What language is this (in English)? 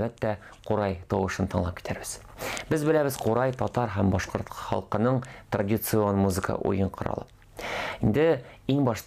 Tatar